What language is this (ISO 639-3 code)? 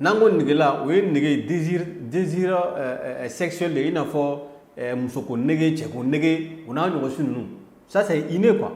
bam